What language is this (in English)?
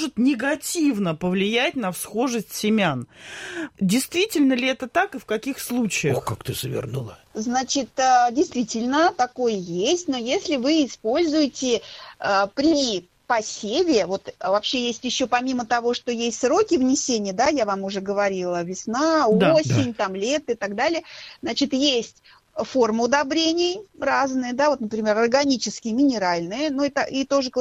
Russian